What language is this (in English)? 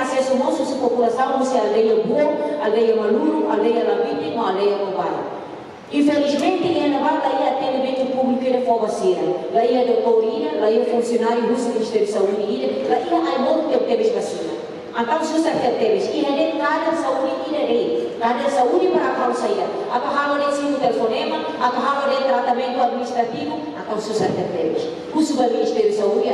Tetum